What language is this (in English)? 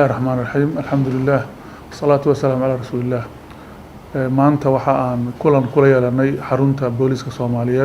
Somali